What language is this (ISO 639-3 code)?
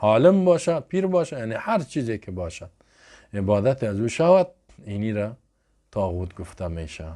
fas